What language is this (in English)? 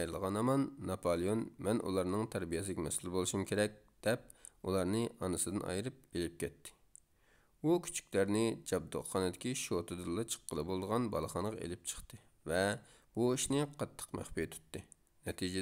Uyghur